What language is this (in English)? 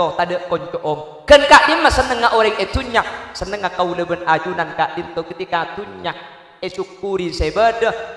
Madurese